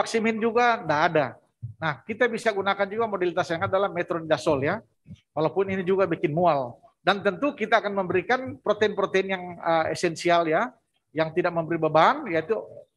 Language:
Indonesian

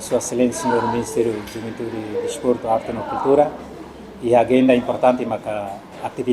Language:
Tetum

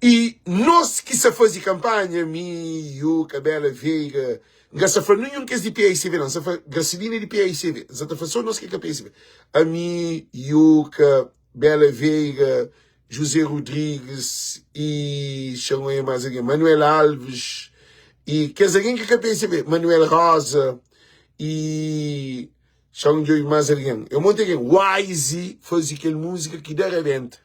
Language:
Kabuverdianu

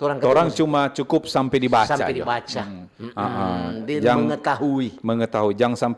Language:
Manado Malay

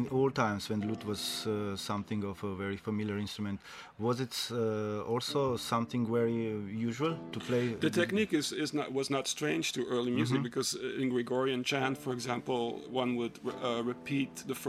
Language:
English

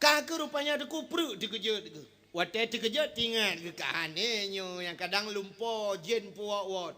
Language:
Achinese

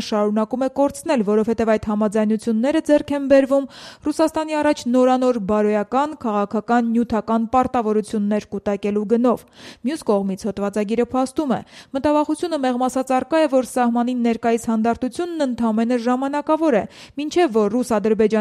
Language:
Armenian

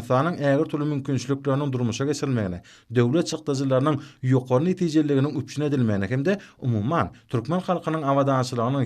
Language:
Turkmen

